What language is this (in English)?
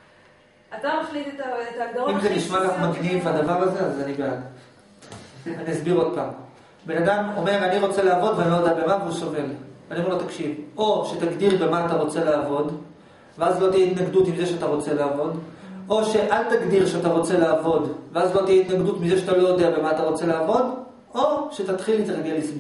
Hebrew